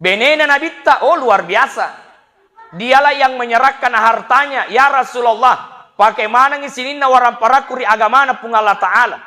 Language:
Buginese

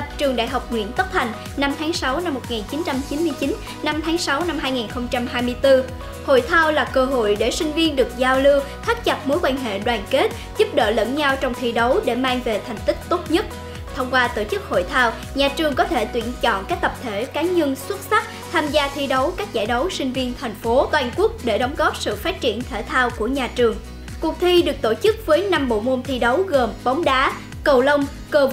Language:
Vietnamese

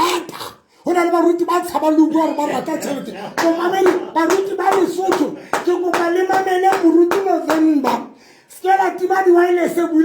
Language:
Southern Sotho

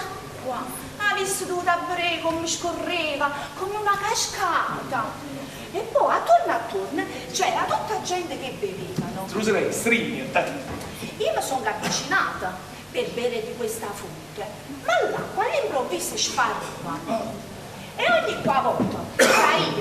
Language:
Neapolitan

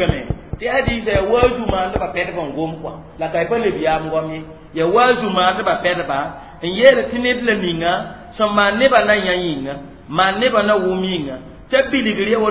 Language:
Mossi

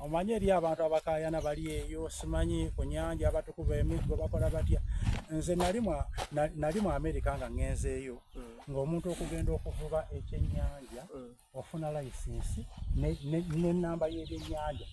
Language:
Soga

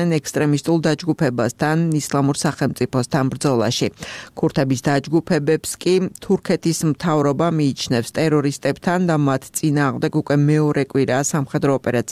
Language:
Georgian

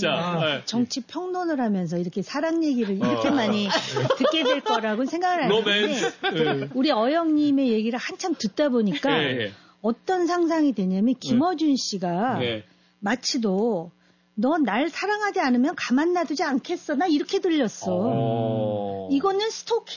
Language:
Korean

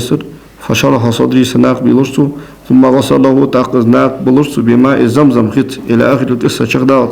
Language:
Ingush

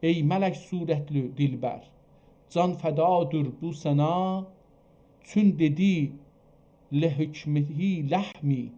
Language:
South Azerbaijani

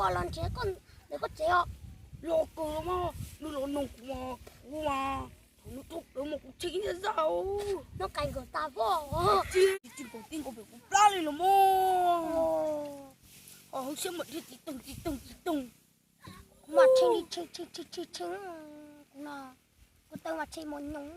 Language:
Hmong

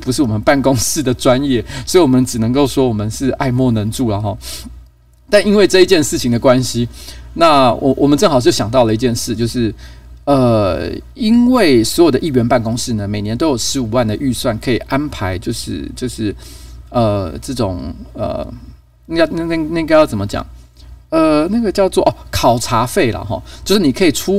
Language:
Chinese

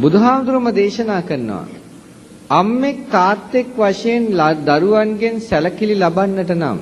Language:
Sinhala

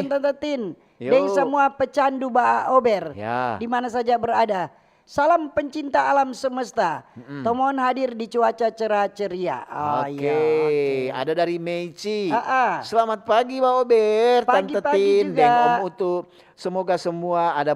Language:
Manado Malay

